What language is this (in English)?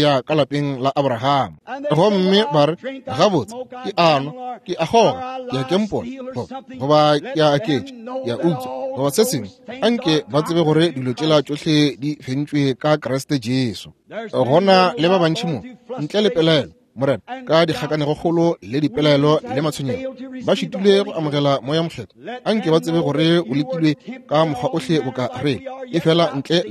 Northern Sotho